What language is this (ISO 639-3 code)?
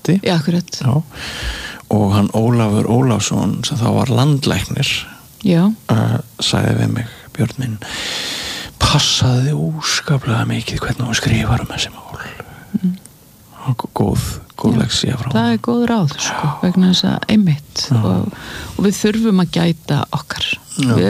isl